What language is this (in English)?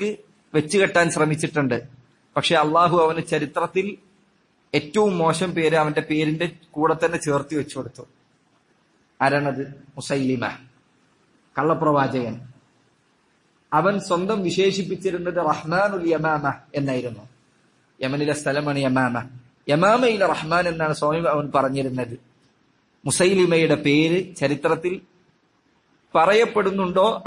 Malayalam